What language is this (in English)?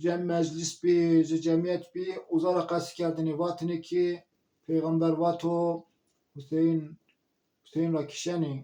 Zaza